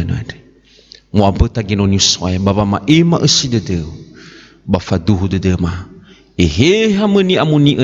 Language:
Nias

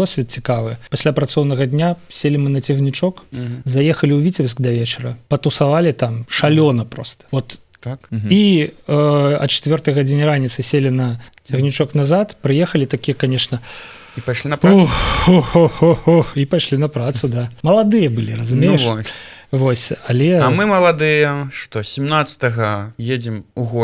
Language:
Belarusian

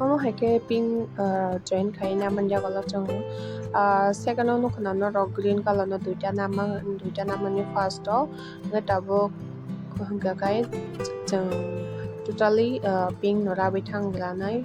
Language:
Kok Borok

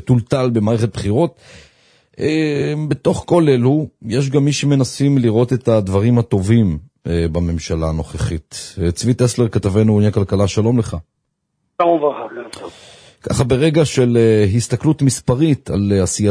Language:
Hebrew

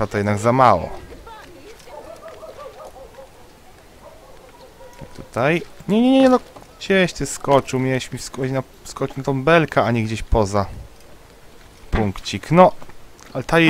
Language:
Polish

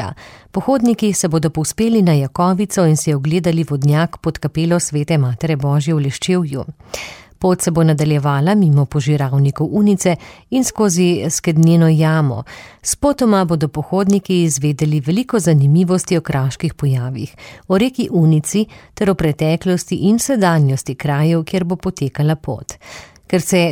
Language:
Slovenian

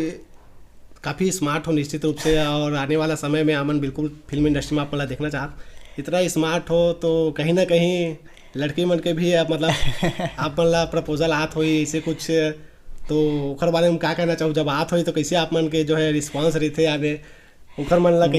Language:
Chhattisgarhi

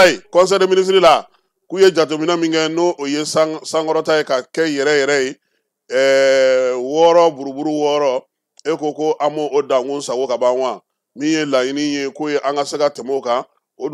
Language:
Bambara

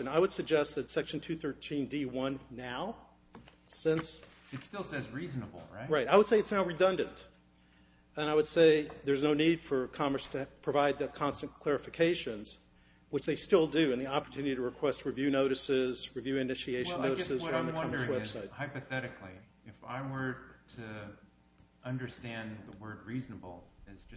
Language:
English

